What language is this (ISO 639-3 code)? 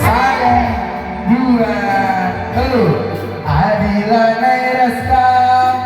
btx